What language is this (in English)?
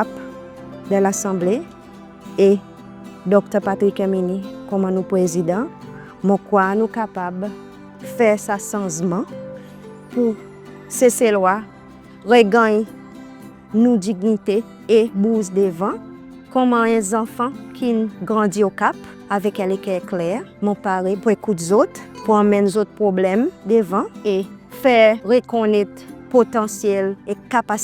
Seselwa Creole French